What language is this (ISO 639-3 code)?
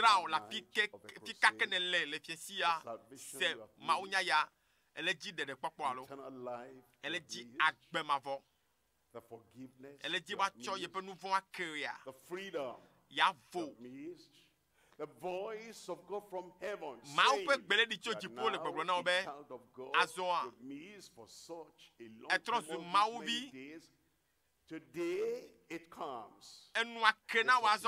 ewe